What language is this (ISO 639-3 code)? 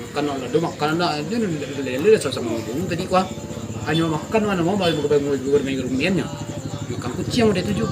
min